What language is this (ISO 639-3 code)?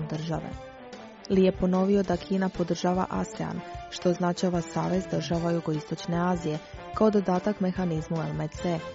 hrv